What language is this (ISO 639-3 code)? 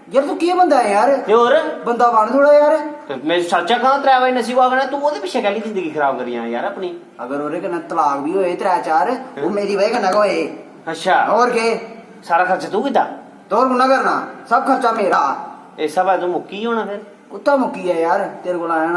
doi